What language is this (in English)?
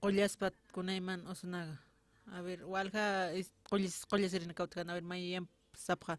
Aymara